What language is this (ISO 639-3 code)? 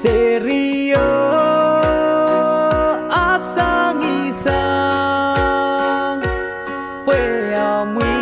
pon